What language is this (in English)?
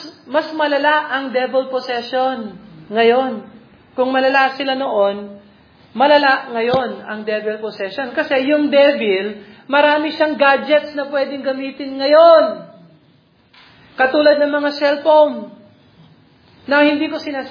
Filipino